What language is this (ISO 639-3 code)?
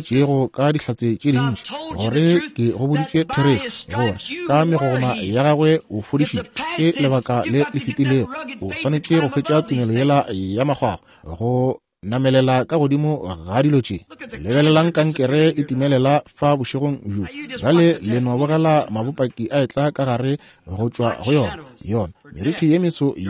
nso